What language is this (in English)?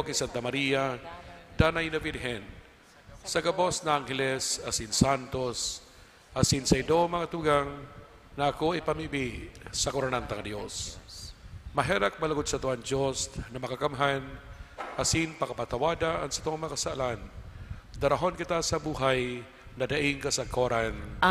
Bikol